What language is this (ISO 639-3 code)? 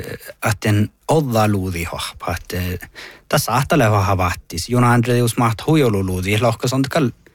sme